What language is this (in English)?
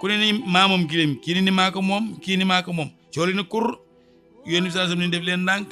Wolof